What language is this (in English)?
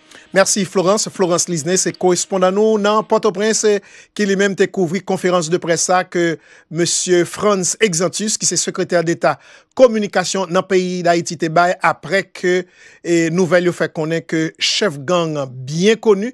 Haitian Creole